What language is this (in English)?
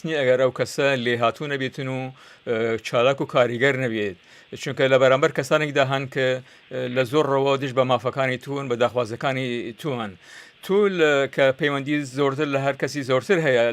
Central Kurdish